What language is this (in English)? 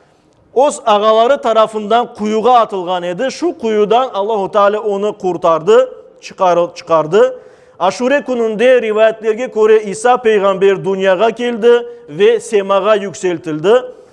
Crimean Tatar